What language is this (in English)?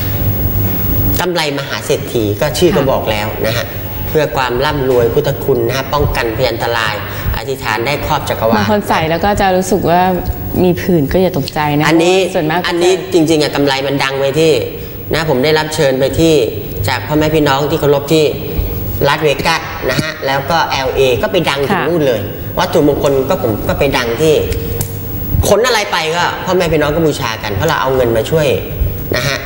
Thai